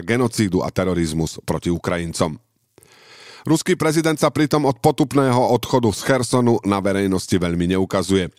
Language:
Slovak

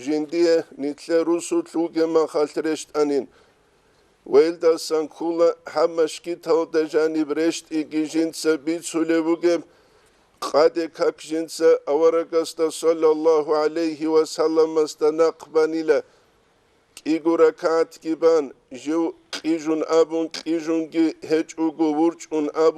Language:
Avaric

